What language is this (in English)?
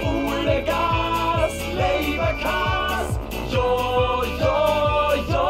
Bavarian